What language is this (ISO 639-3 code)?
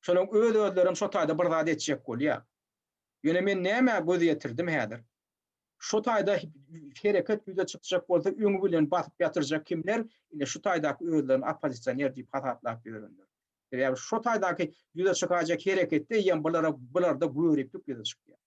tuk